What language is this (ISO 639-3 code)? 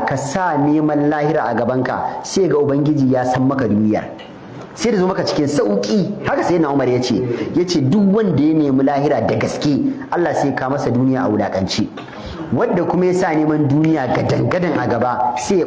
hau